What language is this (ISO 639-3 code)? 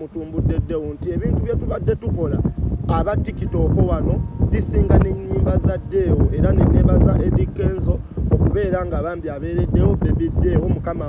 lug